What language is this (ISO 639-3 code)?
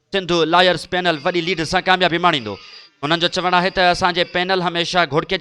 snd